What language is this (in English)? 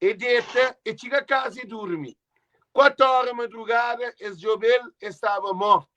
Kabuverdianu